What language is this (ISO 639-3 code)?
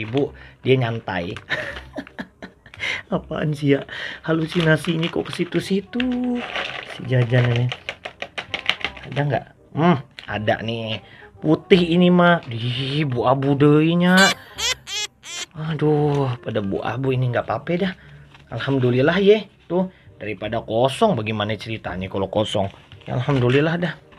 ind